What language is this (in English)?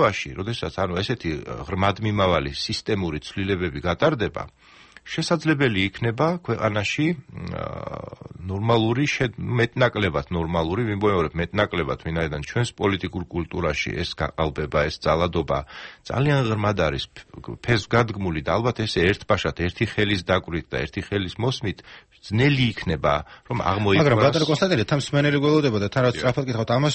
Georgian